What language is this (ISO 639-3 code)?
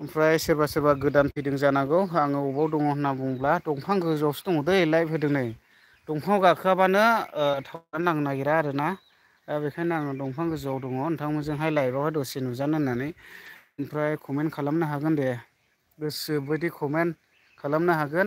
brx